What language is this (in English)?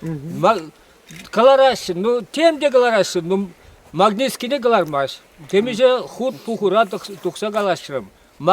Chuvash